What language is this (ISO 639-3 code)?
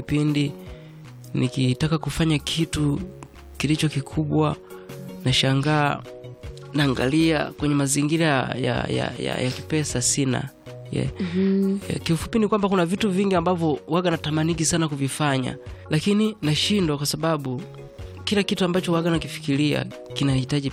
swa